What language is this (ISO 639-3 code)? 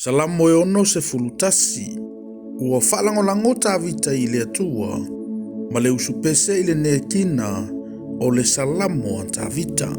smo